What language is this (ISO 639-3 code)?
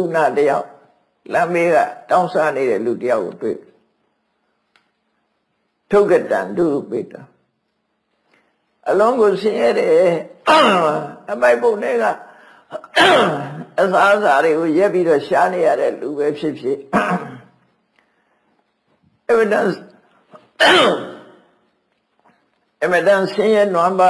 mya